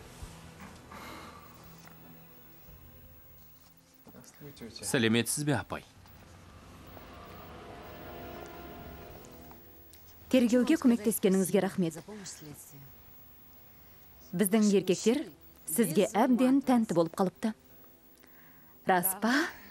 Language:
Kazakh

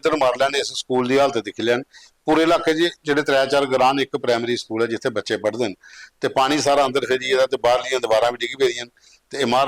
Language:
Dogri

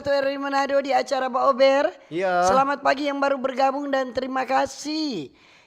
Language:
Manado Malay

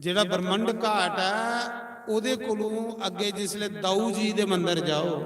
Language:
Dogri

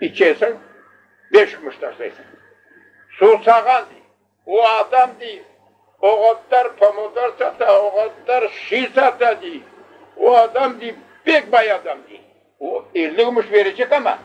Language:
Crimean Tatar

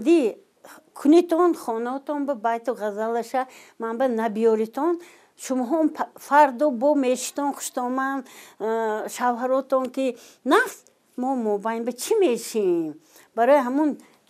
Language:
Tajik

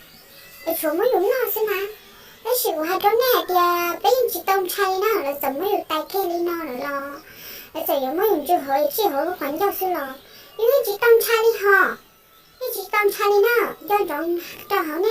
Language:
Hmong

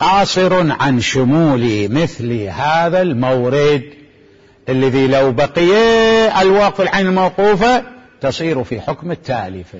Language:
Mesopotamian Arabic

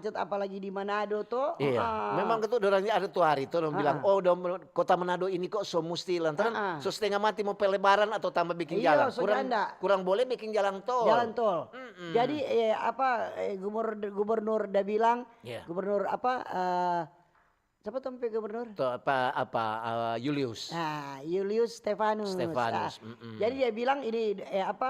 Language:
Manado Malay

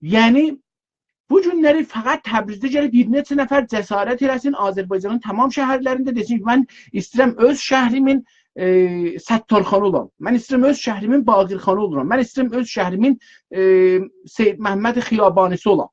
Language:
South Azerbaijani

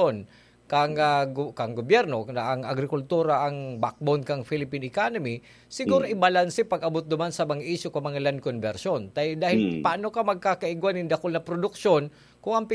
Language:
Bikol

